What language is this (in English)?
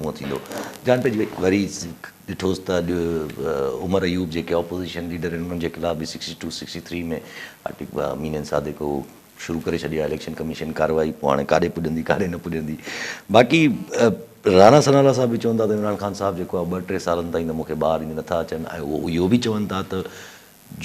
Sindhi